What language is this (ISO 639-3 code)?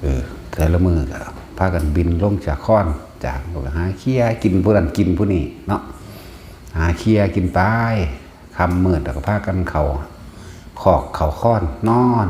tts